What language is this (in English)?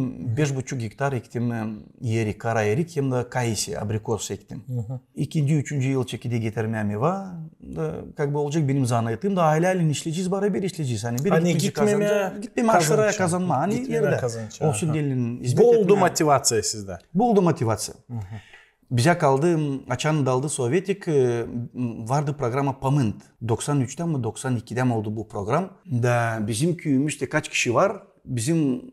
Gagauz